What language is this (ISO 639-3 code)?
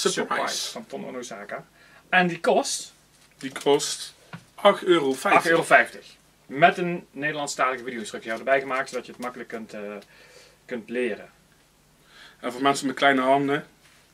nld